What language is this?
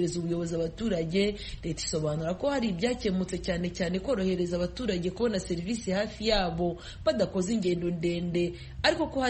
Kinyarwanda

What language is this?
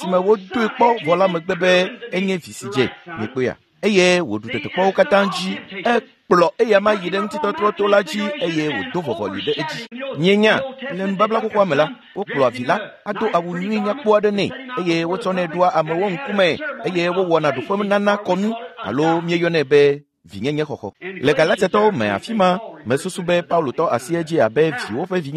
Ewe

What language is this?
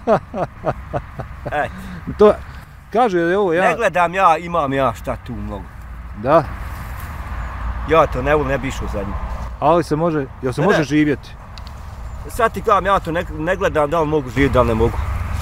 Bosnian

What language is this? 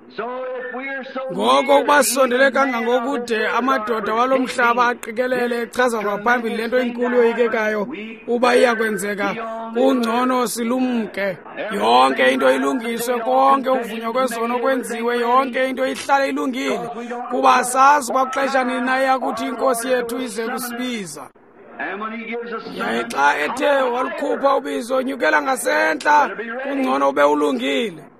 Xhosa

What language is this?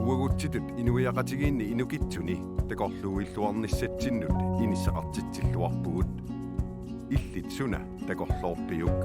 Kalaallisut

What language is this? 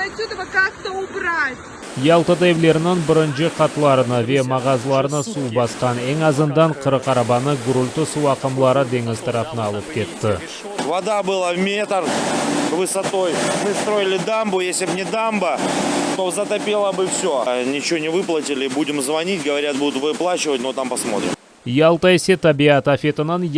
Crimean Tatar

